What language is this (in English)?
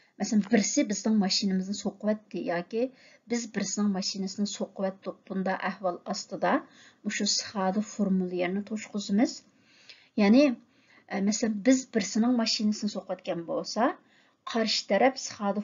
Uyghur